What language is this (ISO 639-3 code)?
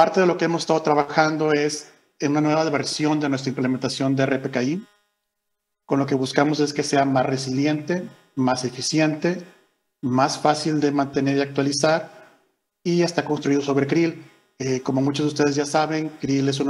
spa